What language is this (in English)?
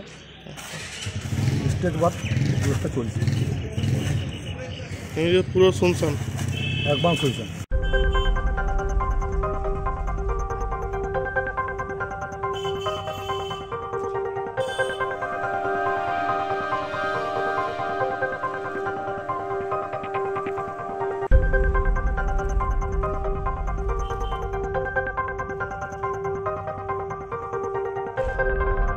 Bangla